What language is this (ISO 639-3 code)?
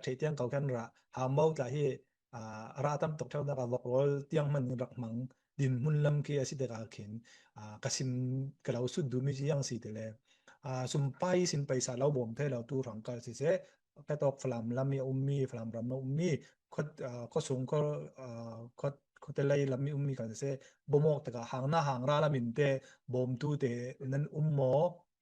cfm